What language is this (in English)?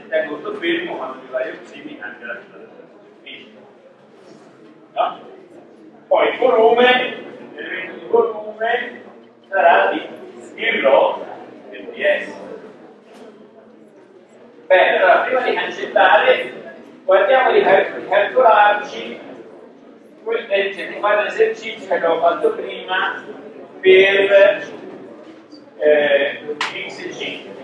Italian